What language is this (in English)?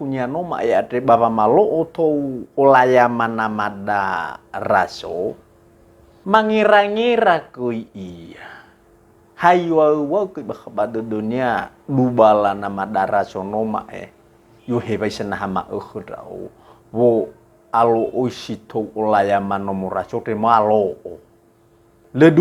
Nias